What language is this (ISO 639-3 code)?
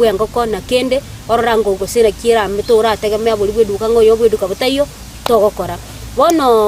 guz